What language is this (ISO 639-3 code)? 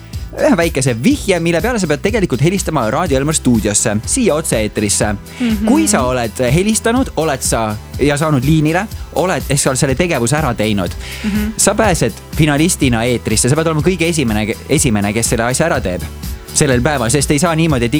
est